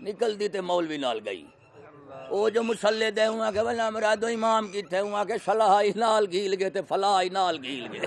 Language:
Saraiki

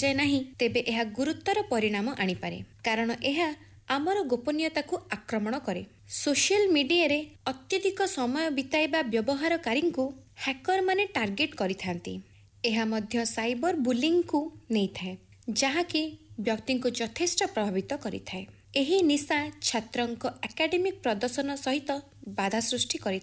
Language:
Odia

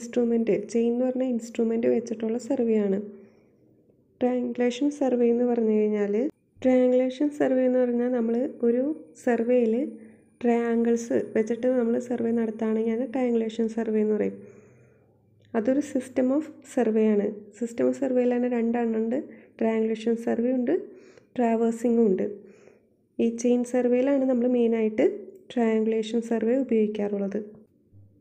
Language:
Malayalam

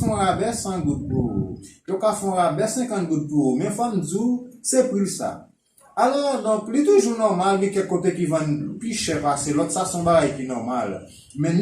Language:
Haitian Creole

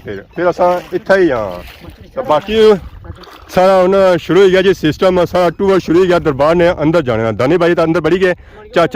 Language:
Pahari-Potwari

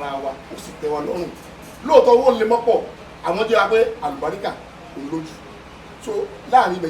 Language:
Yoruba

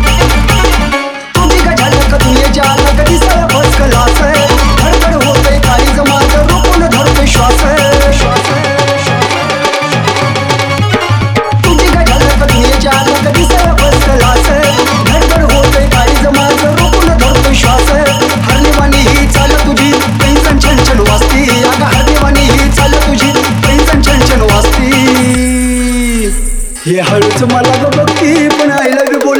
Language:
Marathi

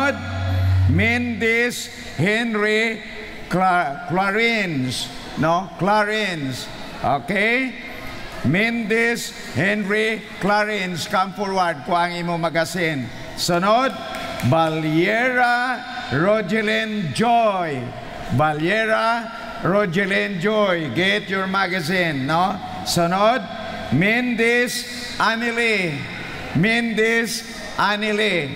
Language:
Hiligaynon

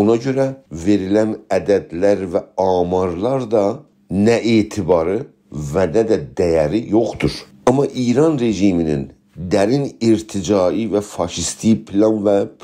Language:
South Azerbaijani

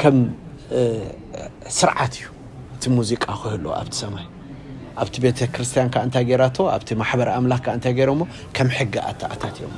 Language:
Tigrinya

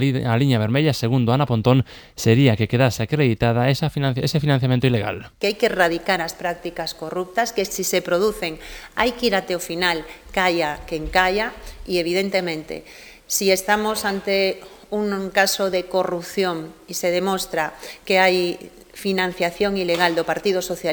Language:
Galician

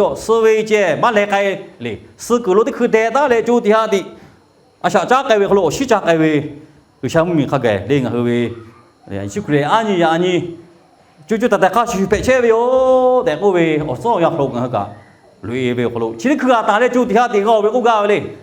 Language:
Lahu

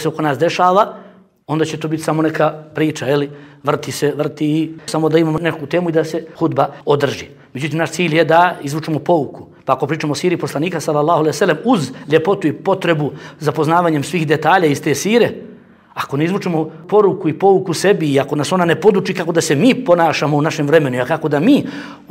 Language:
Bosnian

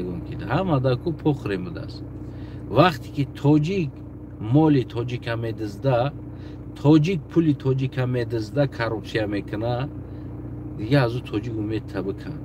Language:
Tajik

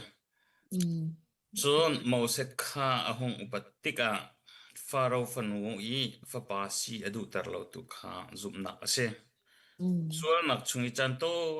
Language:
Hakha Chin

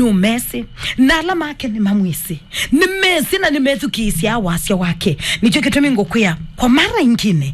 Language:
Kamba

